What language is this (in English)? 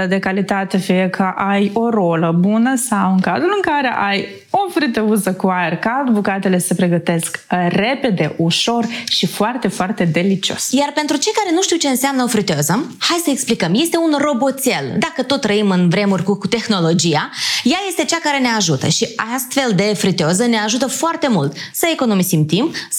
Romanian